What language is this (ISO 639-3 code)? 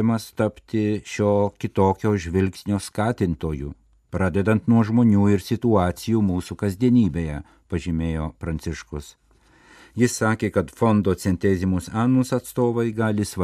lit